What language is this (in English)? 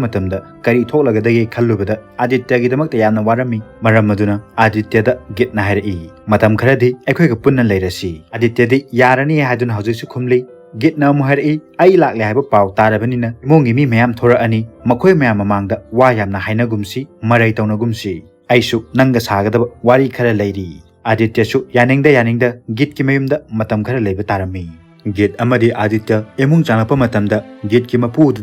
Manipuri